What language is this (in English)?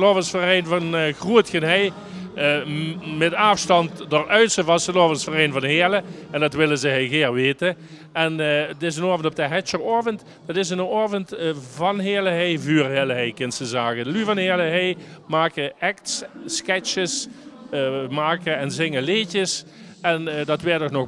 Limburgish